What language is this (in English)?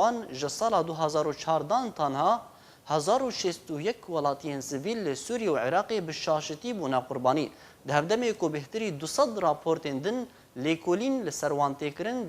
Kurdish